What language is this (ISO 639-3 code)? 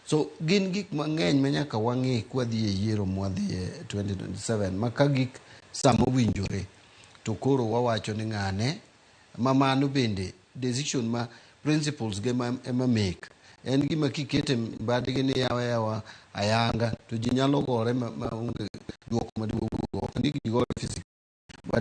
luo